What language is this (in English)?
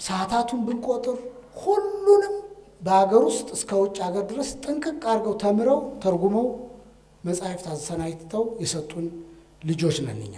Amharic